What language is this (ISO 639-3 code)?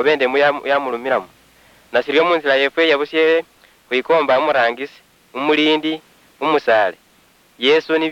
luy